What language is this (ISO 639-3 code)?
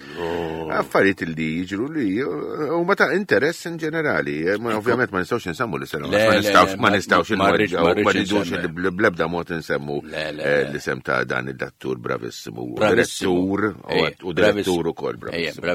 mlt